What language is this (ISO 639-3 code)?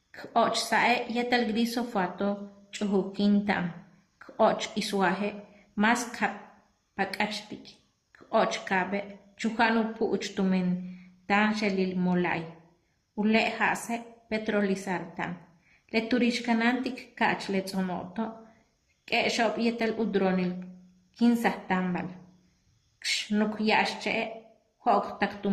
yua